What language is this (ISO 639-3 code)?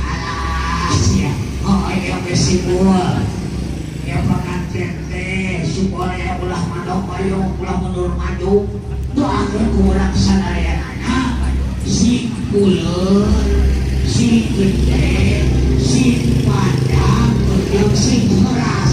sun